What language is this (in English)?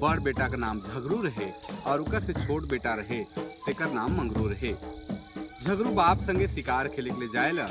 Sadri